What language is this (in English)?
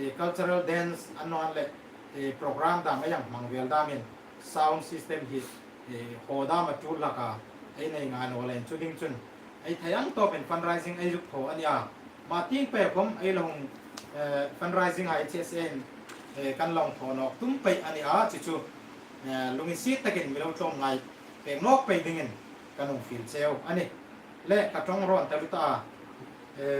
Hmar